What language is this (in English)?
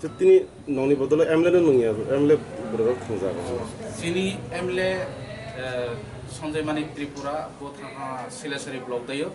Kok Borok